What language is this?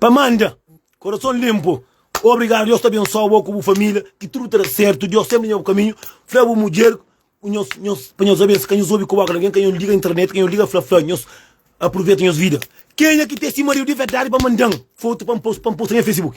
Kabuverdianu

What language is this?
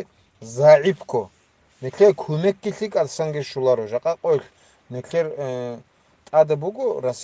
Avaric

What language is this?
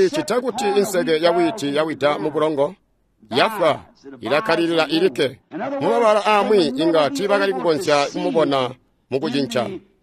Tonga (Zambia)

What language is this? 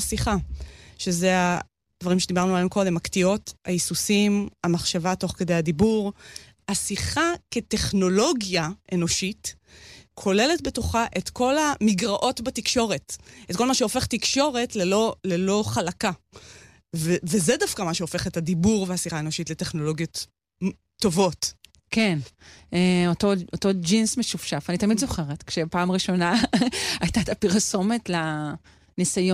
Hebrew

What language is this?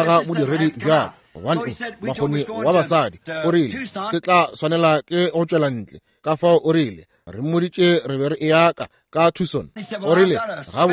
Northern Sotho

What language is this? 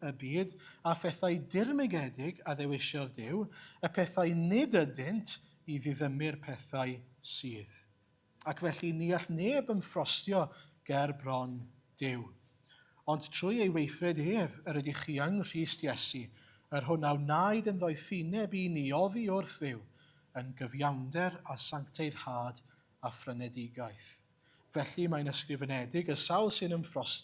Welsh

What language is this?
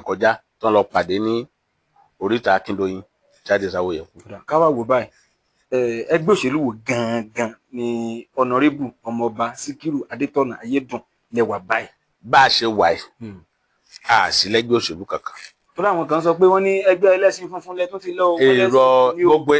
Yoruba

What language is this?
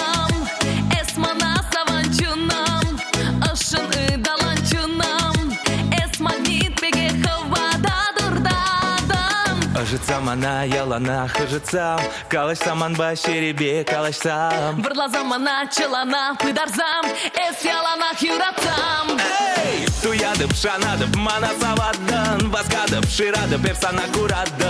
Chuvash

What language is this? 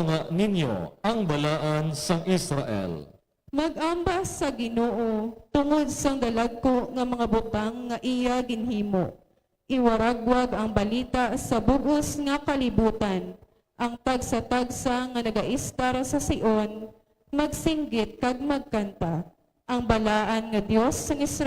Hiligaynon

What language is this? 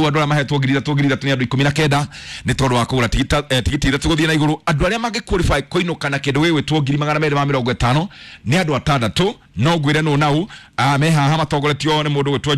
Kikuyu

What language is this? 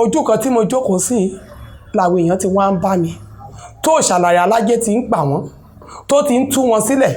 Yoruba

